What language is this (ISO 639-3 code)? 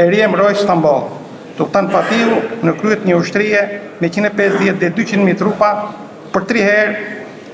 sqi